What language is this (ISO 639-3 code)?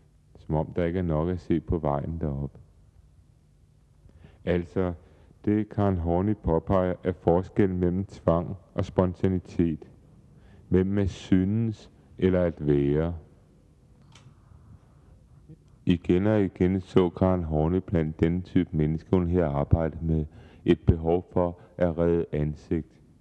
dan